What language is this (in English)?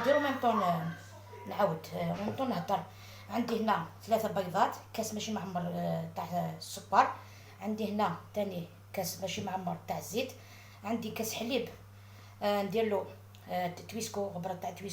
Algerian Arabic